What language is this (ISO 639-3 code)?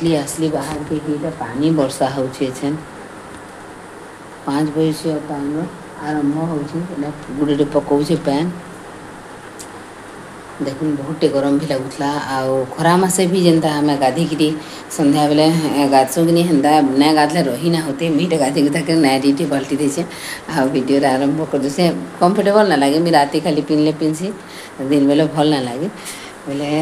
spv